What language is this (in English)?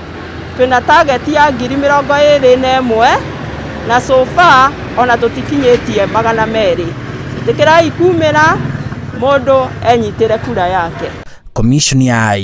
Kikuyu